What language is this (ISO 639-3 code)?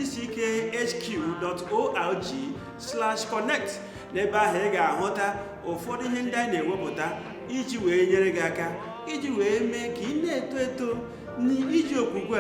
ibo